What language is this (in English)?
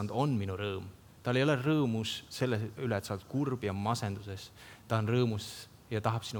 Estonian